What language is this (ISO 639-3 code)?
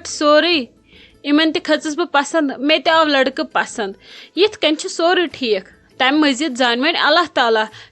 kas